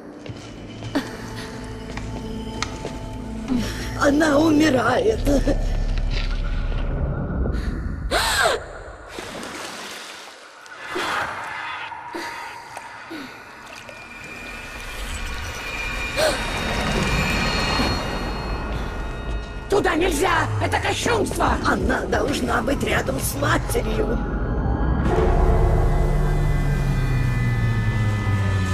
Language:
Russian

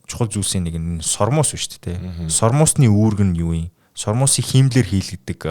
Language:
Mongolian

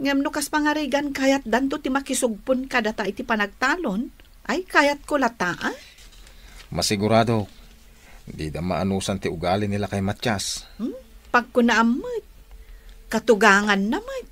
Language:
Iloko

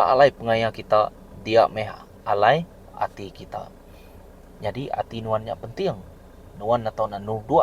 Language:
Iban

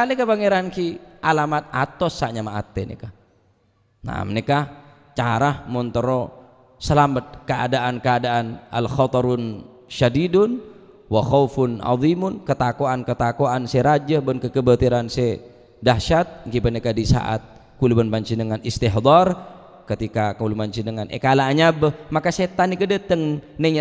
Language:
Madurese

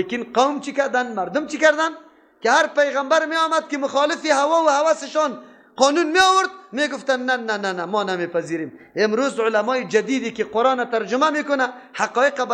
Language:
Persian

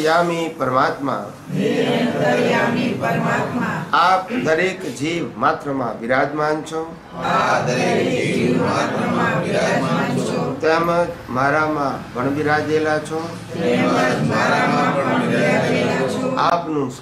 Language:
Gujarati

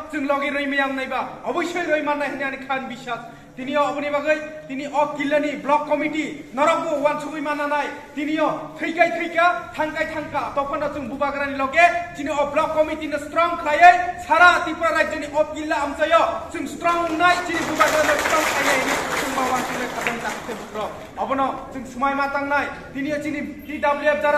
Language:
Kok Borok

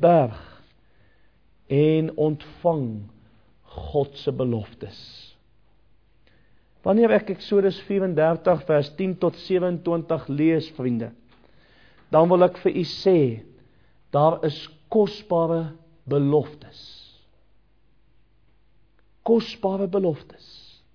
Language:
Afrikaans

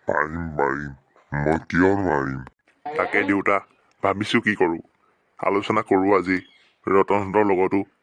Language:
Assamese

